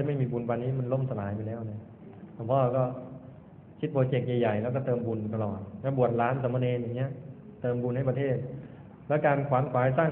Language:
Thai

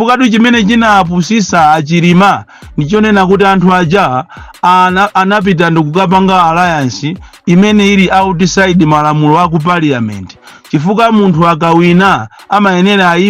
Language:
Nyanja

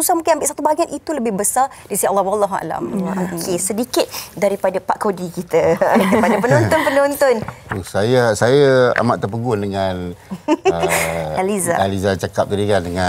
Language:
Malay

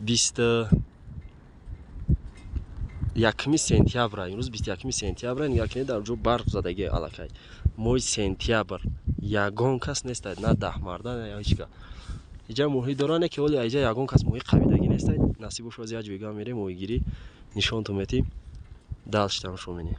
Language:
Tajik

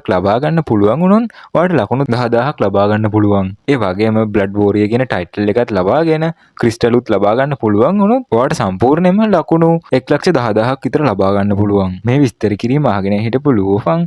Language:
Sinhala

